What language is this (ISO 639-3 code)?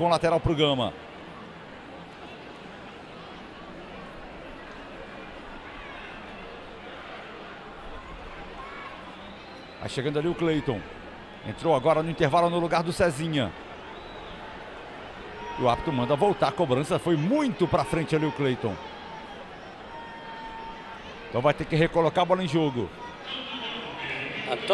por